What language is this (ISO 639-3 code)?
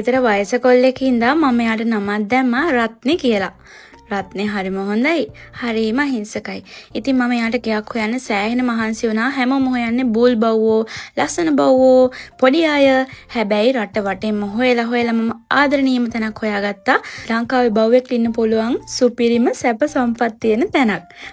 sin